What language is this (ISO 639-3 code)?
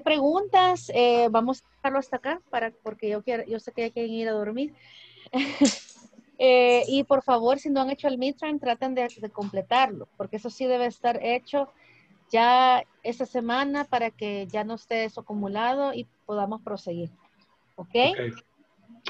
spa